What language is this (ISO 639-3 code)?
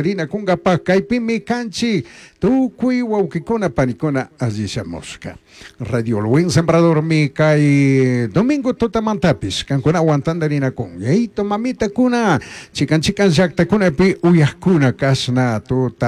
qug